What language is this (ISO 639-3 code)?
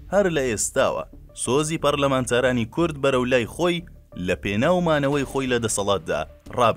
ckb